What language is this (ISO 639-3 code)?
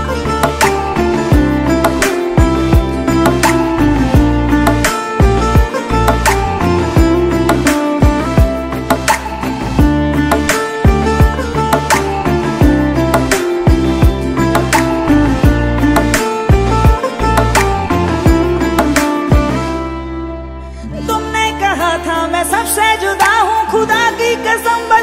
pan